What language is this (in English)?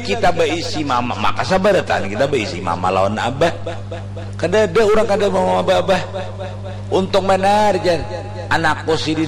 Banjar